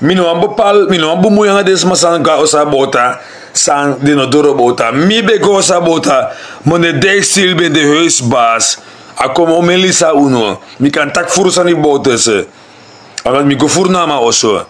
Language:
Sranan Tongo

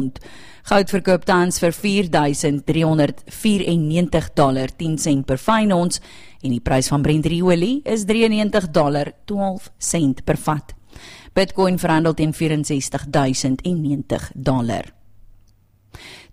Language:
Afrikaans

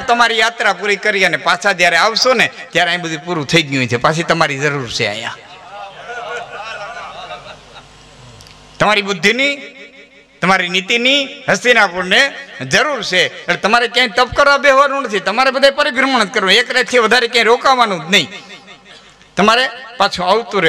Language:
Gujarati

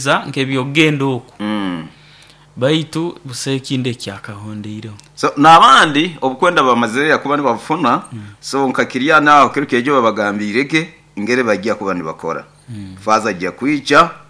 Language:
Nyoro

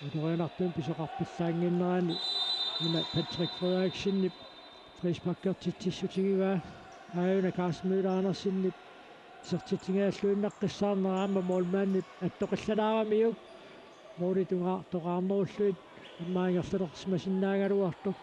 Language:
Kalaallisut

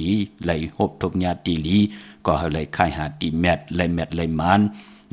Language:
Shan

